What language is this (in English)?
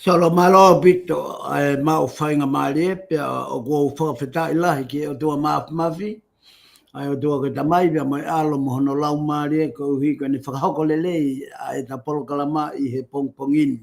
Tongan